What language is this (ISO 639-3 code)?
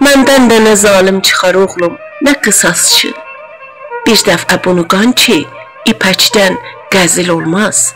azb